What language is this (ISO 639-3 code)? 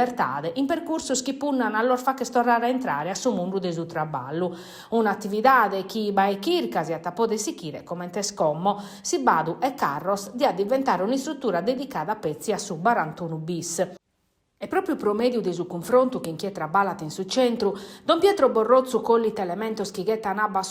srd